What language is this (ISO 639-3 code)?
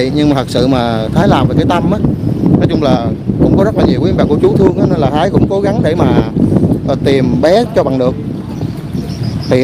vie